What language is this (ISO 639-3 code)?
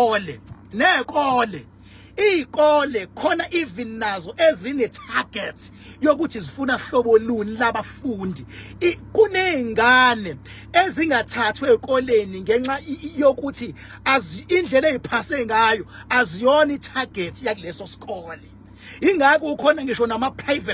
zul